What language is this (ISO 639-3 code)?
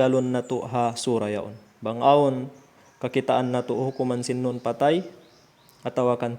tsg